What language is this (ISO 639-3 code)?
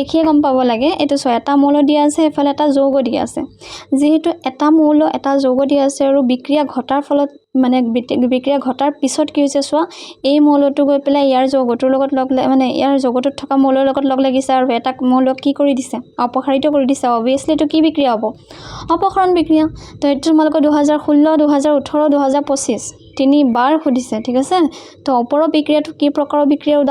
asm